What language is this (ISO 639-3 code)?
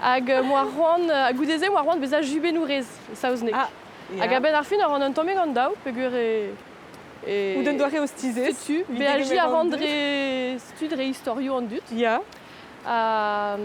bre